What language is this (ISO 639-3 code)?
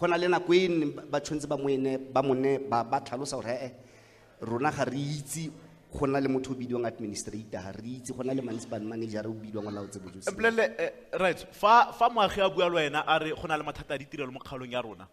tsn